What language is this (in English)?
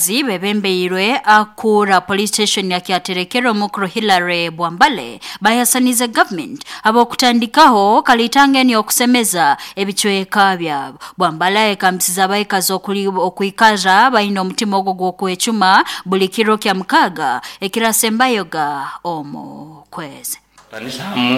Nyoro